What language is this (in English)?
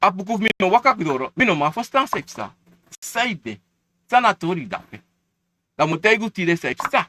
Sranan Tongo